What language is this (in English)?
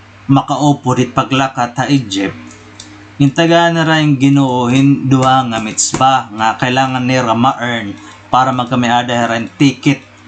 Waray